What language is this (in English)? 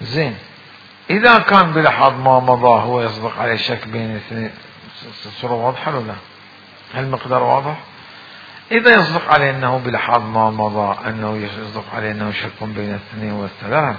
Mesopotamian Arabic